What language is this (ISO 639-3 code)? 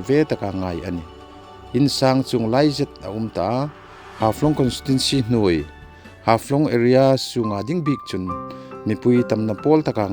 hmr